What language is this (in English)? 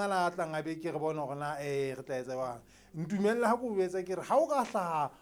Southern Sotho